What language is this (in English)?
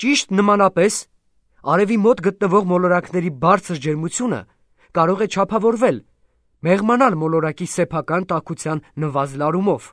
Armenian